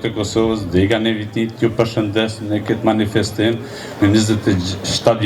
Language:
Albanian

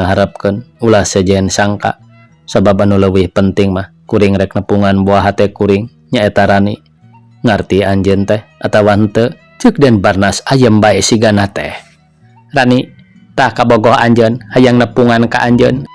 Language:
Sundanese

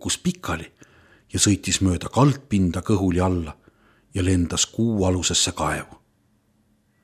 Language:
Estonian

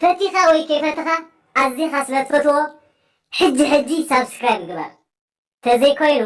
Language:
Tigrinya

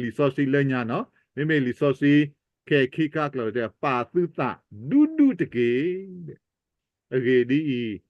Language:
S'gaw Karen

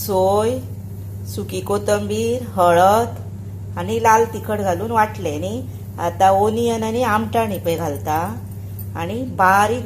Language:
Konkani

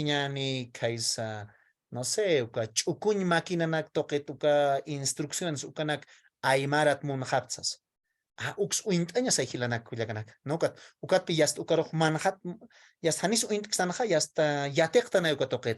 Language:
Aymara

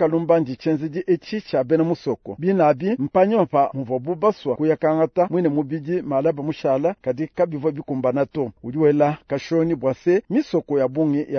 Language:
Luba-Lulua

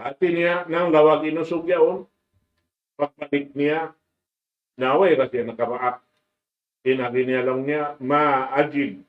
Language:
Tausug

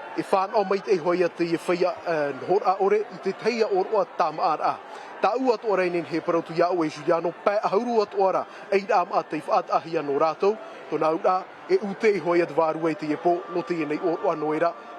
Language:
Tahitian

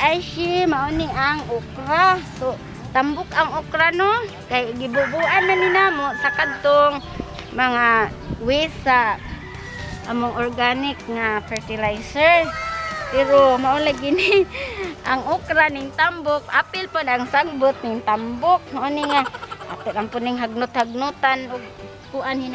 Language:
Cebuano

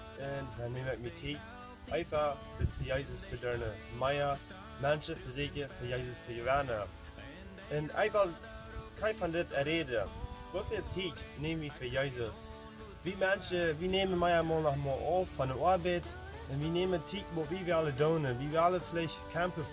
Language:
Plautdietsch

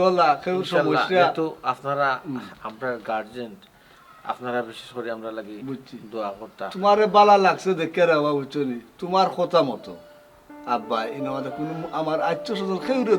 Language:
Sylheti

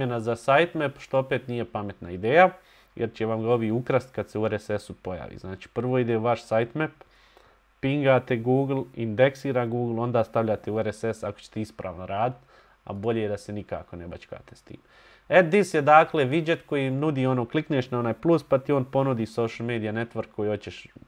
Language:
Bosnian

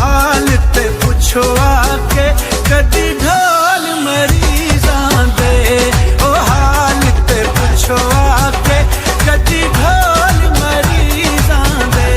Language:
Pahari-Potwari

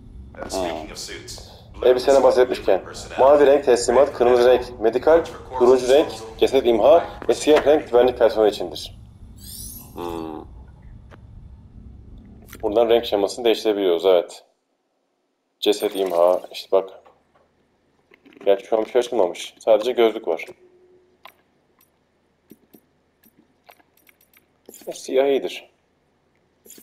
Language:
Turkish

